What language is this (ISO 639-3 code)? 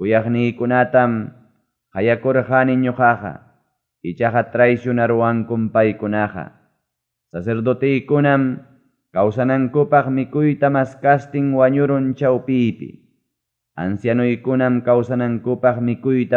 quy